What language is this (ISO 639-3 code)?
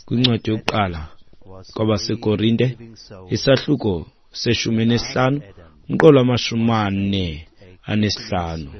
xho